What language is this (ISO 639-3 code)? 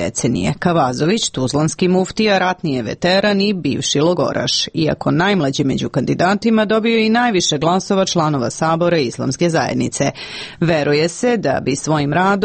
srp